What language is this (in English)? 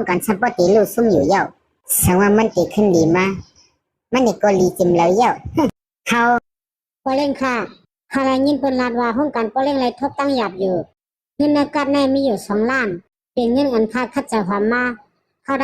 Shan